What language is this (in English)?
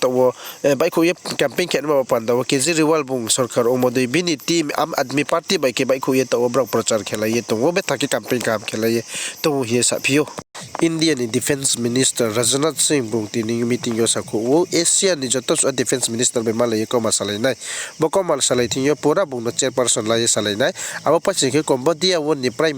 Riang (India)